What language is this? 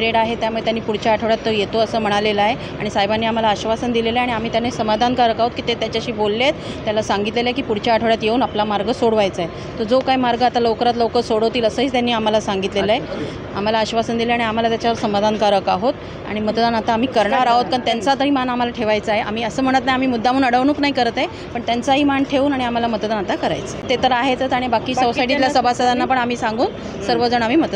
Marathi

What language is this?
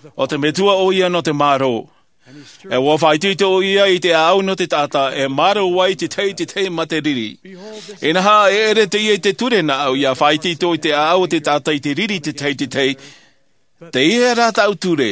Tahitian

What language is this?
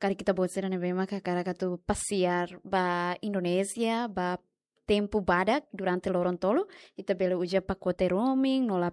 Tetum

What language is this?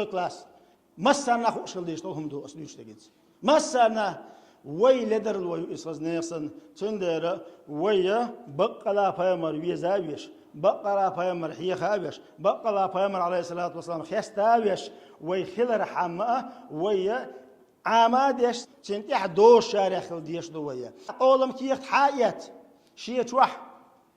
Chechen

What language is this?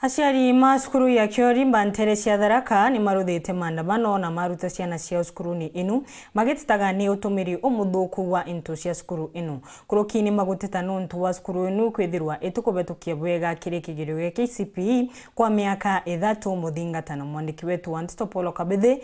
Meru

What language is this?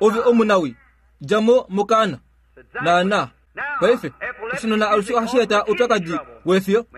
Kuanyama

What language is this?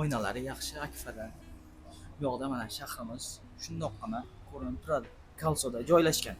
Uzbek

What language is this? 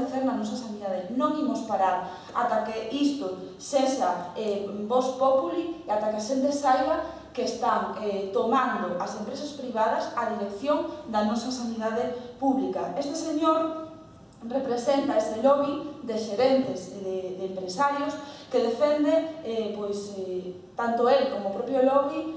Galician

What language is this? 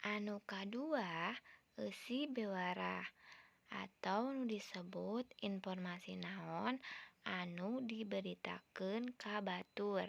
Sundanese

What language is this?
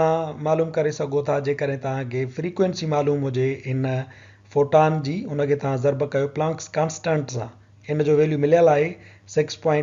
Sindhi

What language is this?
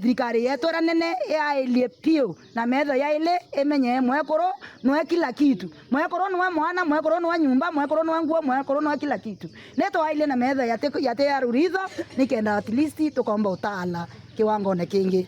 Meru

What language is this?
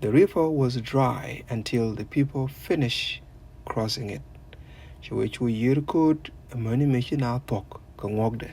Nuer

